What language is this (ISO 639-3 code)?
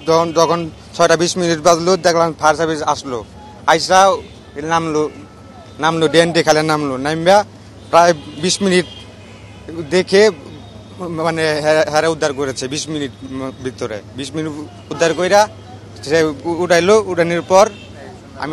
ben